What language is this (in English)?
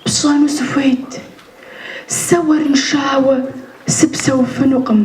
Kabardian